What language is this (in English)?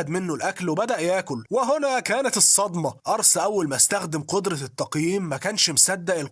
Egyptian Arabic